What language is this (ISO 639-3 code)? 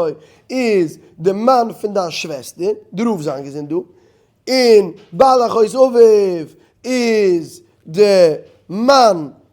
yid